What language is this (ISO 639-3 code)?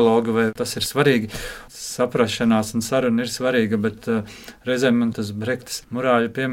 lav